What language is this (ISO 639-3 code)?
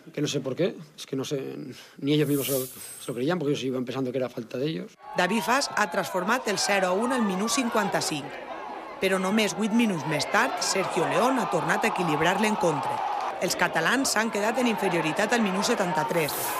cat